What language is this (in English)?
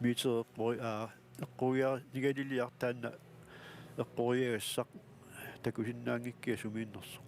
Kalaallisut